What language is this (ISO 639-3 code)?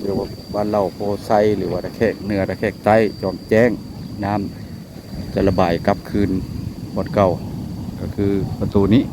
lao